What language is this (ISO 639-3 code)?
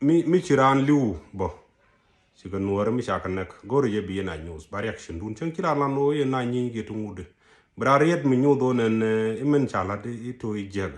nus